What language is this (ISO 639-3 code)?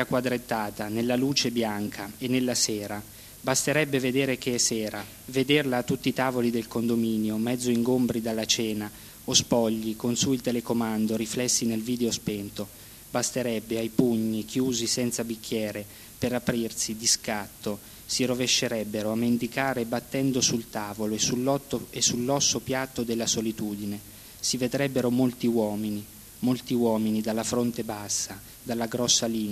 ita